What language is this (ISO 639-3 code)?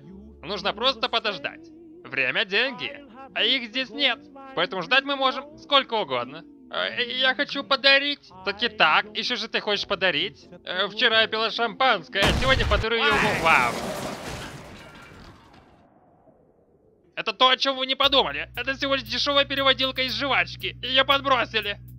rus